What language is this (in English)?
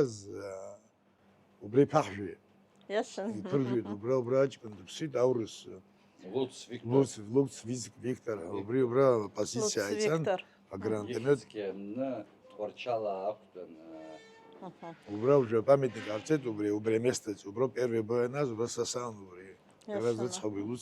Abkhazian